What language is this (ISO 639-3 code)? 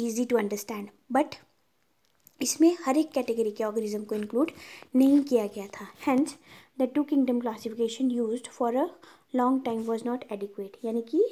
hin